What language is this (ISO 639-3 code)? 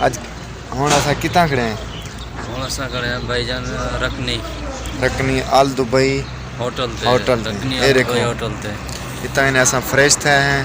skr